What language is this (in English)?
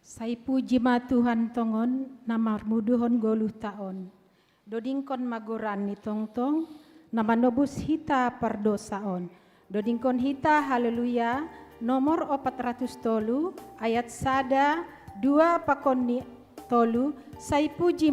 Batak Simalungun